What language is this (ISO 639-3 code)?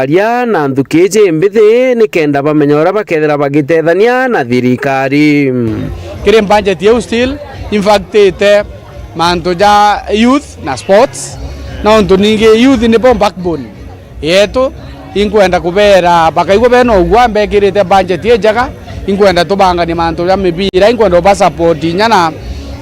mer